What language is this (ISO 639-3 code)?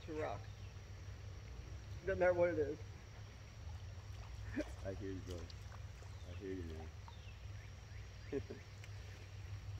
eng